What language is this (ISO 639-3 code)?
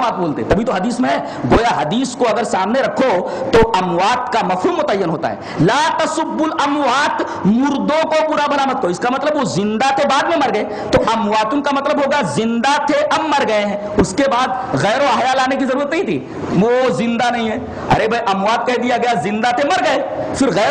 urd